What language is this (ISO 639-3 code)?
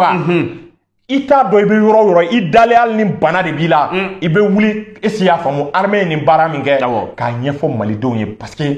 bam